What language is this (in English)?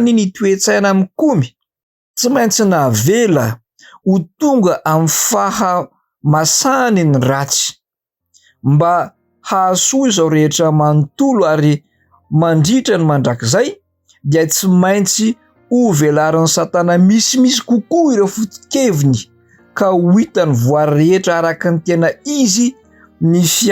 Malagasy